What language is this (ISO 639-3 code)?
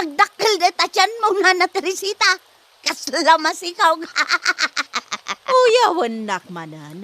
ilo